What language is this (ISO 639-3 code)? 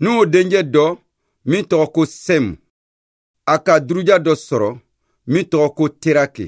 bam